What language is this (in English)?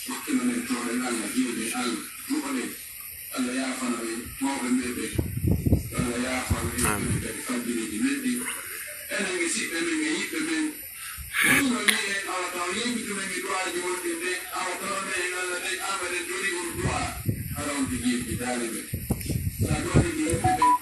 Pular